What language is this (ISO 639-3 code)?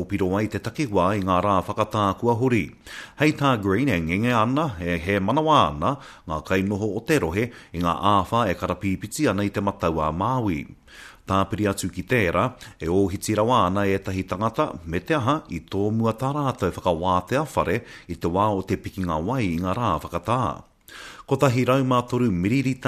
mri